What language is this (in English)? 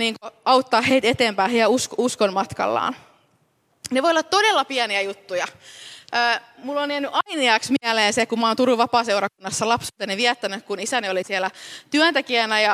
Finnish